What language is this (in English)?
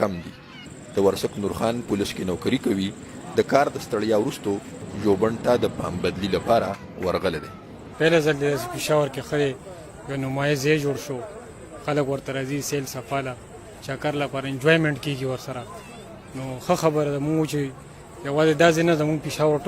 Pashto